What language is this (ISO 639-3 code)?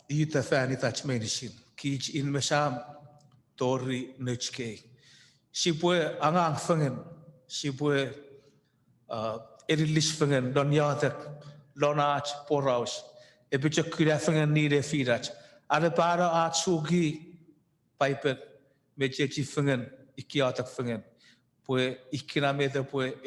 chk